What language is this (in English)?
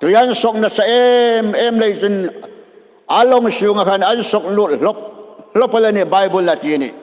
Hmar